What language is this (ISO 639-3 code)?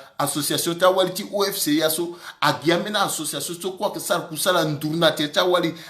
sag